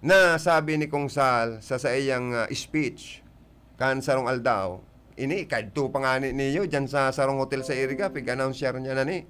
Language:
Bikol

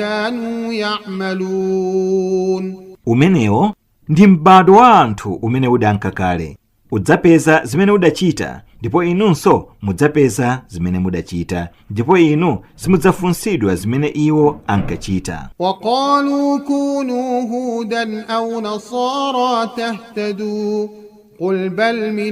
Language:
Nyanja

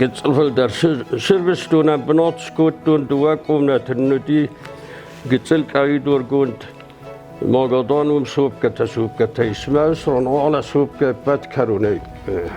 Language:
Ossetic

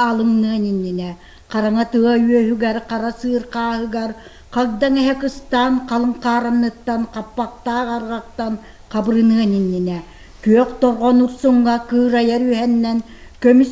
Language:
Yakut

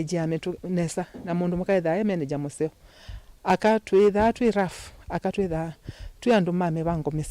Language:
Kamba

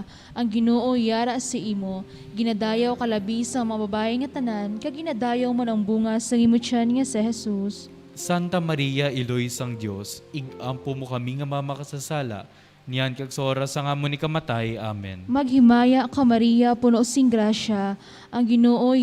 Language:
Hiligaynon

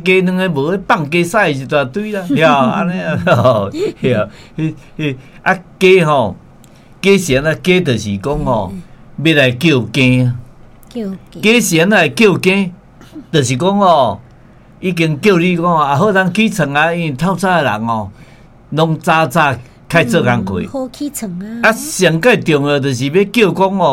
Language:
Min Nan Chinese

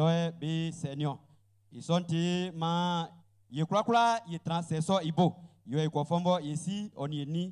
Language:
Baoulé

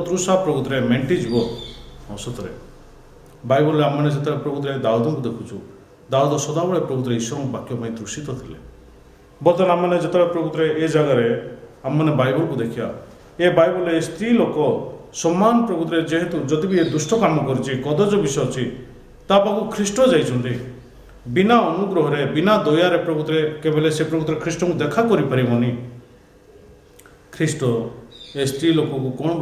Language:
Odia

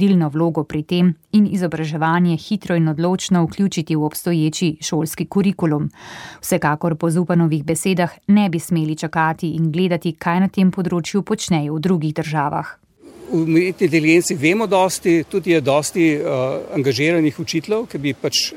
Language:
Slovenian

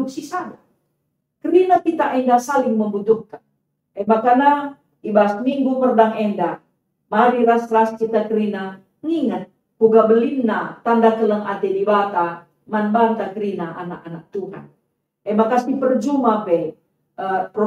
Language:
Batak Karo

